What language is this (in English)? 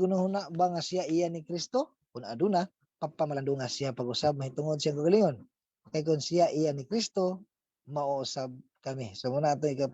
Cebuano